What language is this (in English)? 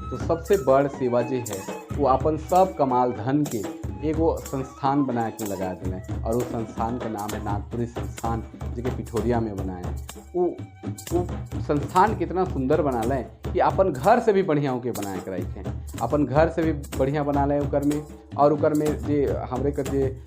Sadri